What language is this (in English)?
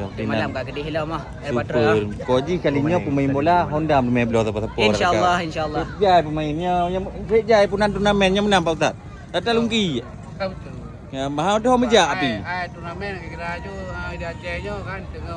Achinese